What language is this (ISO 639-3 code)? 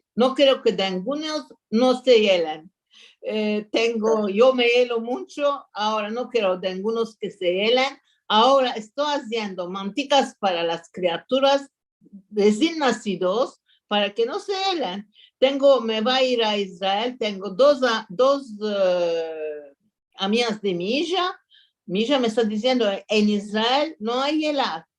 lad